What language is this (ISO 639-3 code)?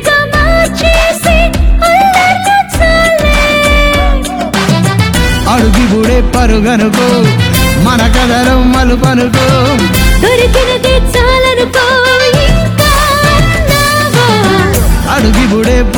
tel